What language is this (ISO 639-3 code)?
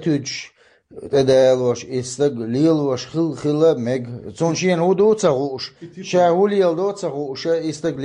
che